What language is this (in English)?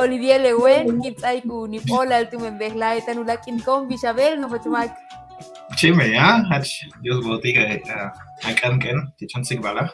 Yucateco